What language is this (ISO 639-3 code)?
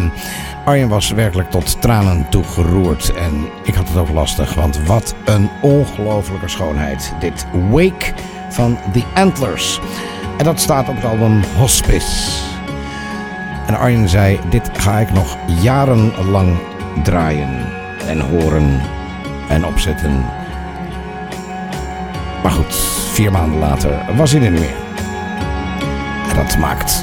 nld